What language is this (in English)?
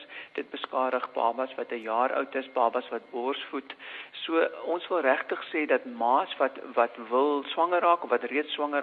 Afrikaans